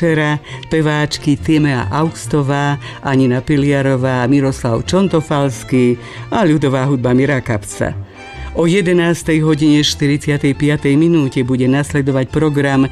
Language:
Slovak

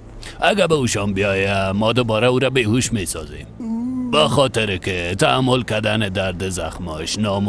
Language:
Persian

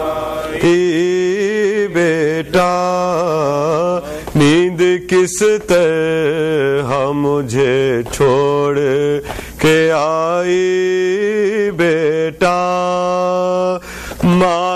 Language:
Urdu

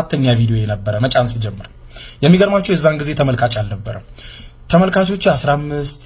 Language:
Amharic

